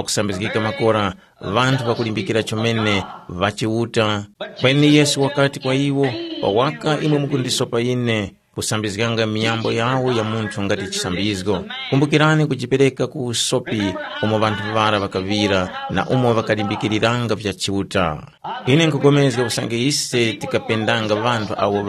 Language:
Tumbuka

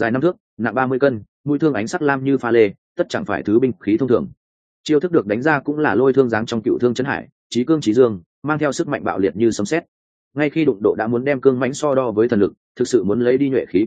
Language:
Vietnamese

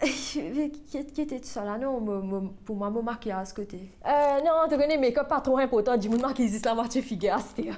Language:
Morisyen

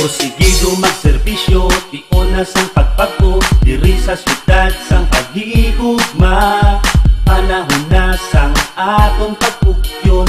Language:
Hiligaynon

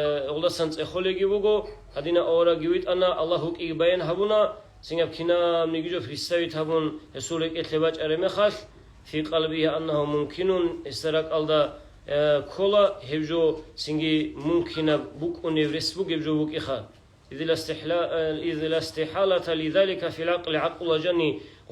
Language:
Avaric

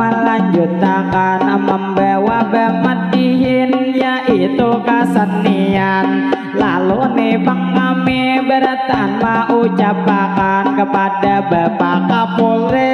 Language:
Banjar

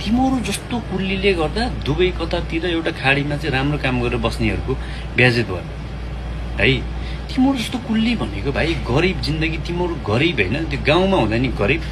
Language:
Nepali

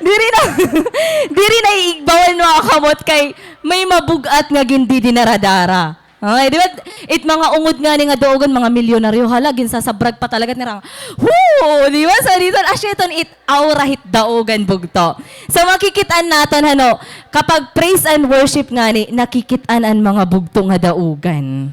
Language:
Waray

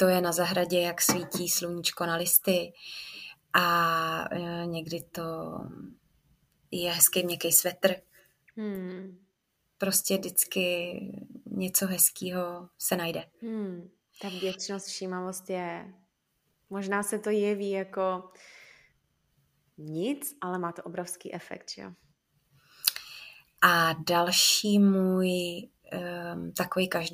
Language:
Czech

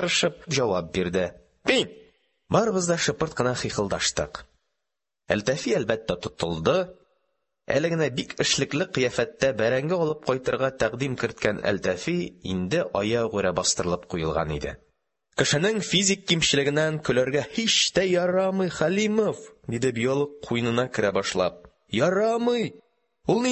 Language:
Tatar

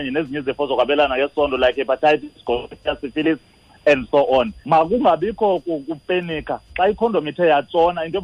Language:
Xhosa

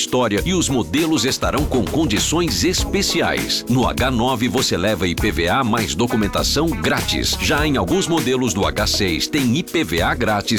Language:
Portuguese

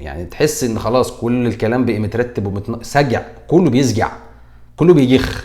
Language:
Egyptian Arabic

